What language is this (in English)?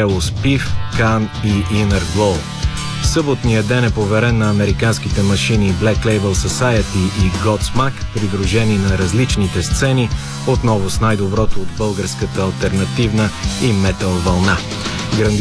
Bulgarian